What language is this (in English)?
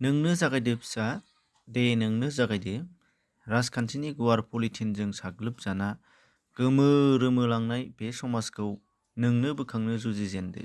Bodo